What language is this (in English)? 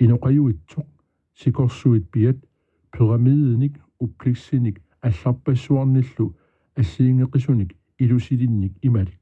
Kalaallisut